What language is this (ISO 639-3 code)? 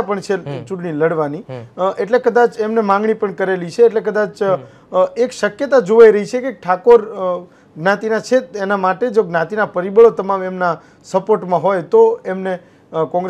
guj